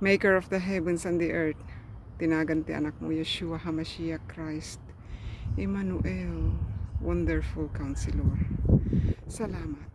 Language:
Iloko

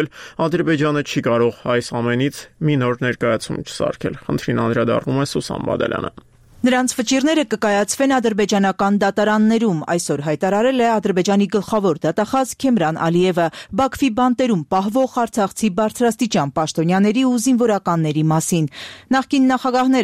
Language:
Armenian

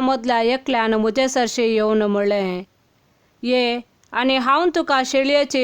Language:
Konkani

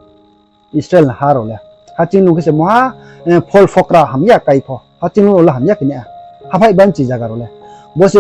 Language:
Riang (India)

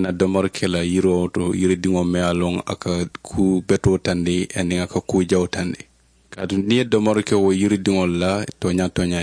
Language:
Mandingo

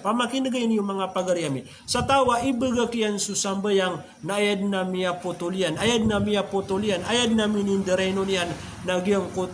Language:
Maranao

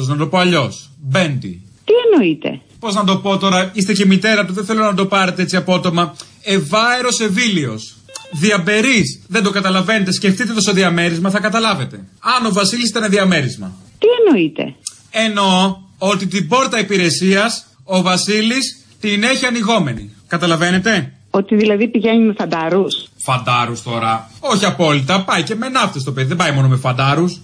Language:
Greek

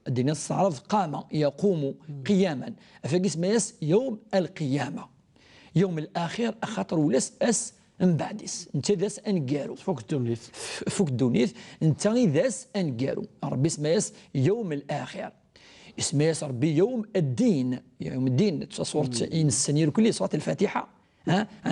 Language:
Kabyle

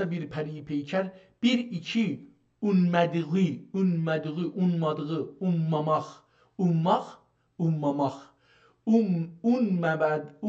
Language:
South Azerbaijani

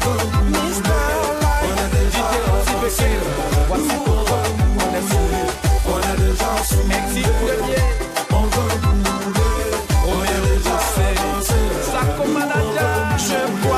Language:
French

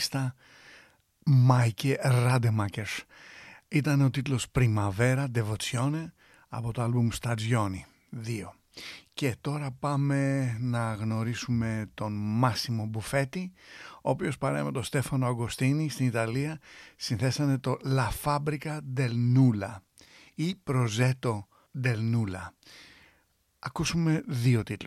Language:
Greek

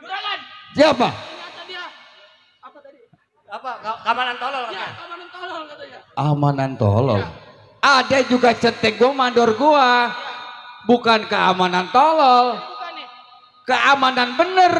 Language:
Betawi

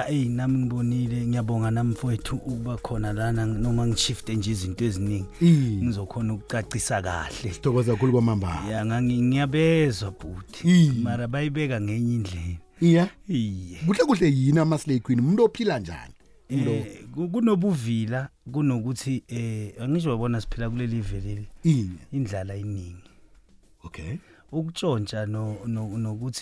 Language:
South Ndebele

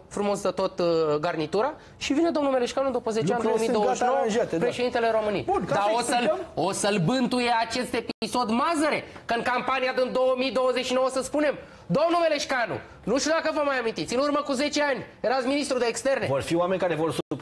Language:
Romanian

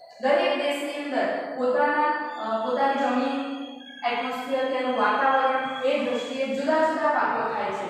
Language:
Gujarati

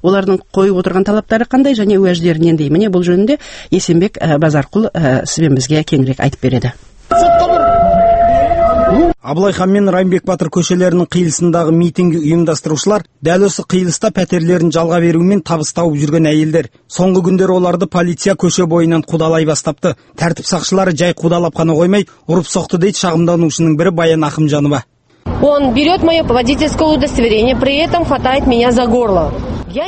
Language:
Kazakh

